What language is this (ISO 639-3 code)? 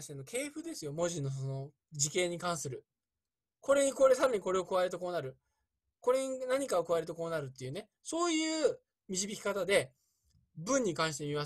jpn